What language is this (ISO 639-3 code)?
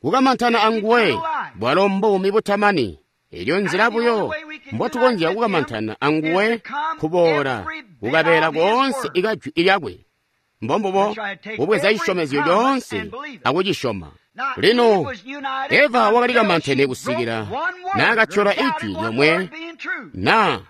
toi